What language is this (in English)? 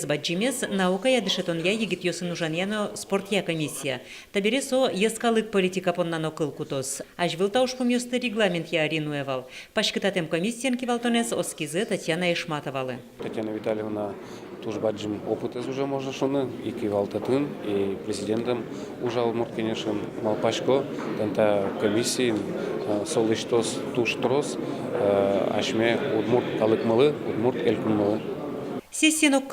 Udmurt